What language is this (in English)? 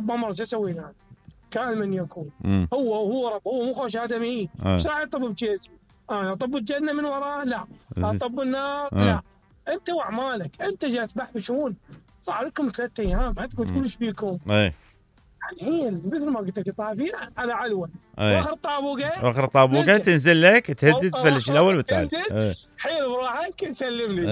Mesopotamian Arabic